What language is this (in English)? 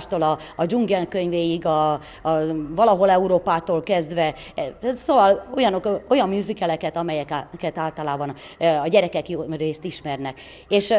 Hungarian